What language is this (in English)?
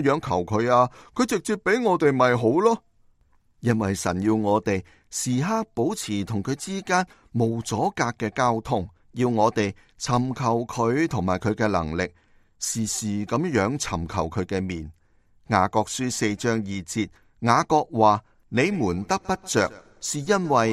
Cantonese